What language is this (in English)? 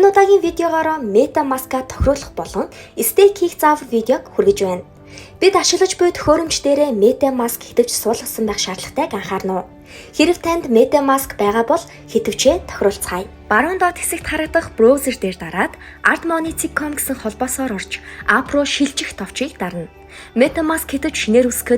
Mongolian